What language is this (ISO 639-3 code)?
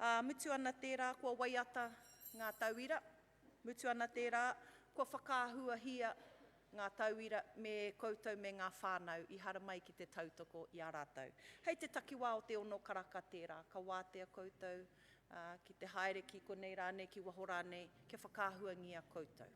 mri